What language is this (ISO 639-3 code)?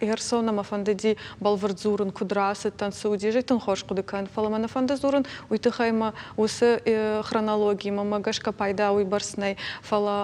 oss